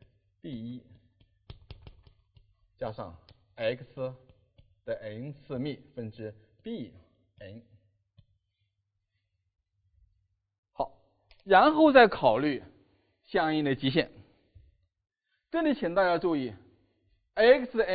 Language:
Chinese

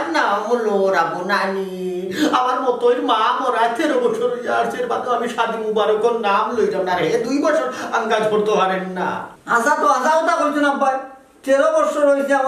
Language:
Sylheti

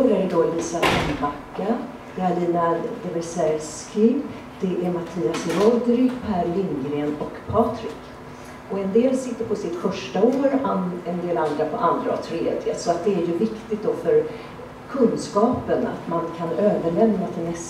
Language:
Swedish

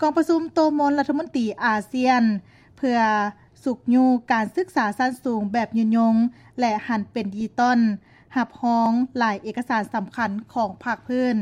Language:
Lao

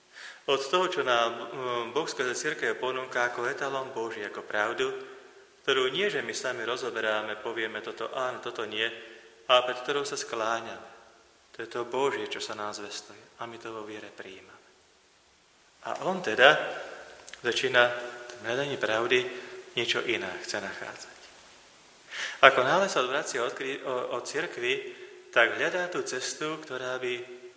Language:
Slovak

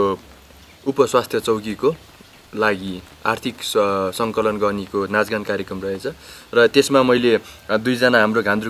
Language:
Nepali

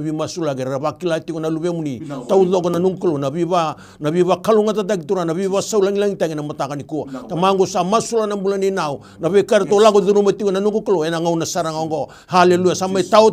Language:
Fijian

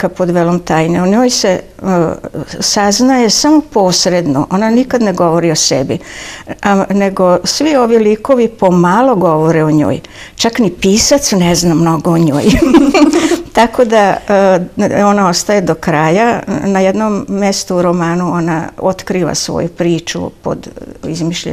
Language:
Serbian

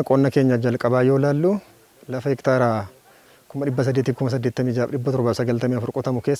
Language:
Oromo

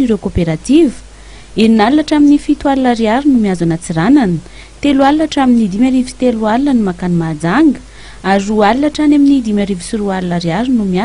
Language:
Malagasy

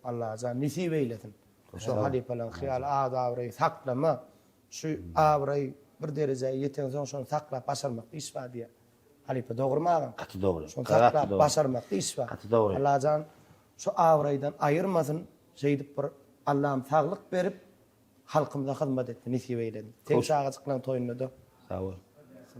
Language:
Turkmen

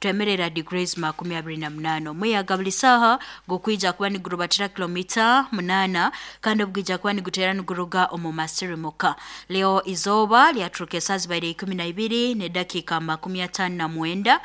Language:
Nyoro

